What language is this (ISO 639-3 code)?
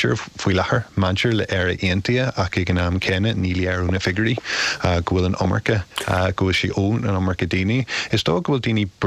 gle